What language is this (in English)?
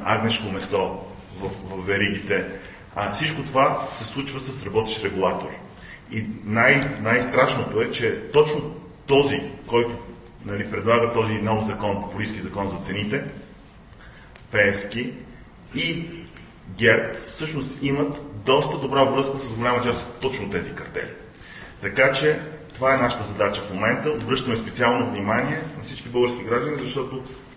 Bulgarian